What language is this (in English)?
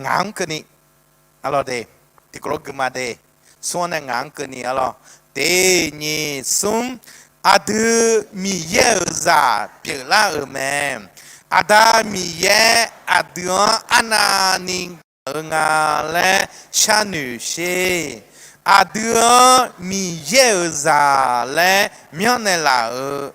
Akha